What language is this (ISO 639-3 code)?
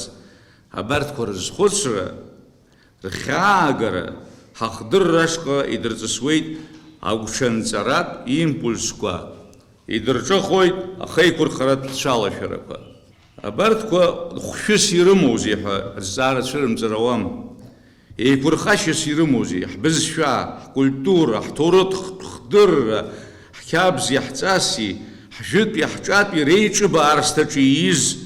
abk